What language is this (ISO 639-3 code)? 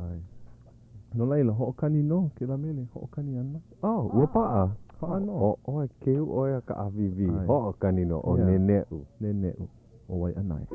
haw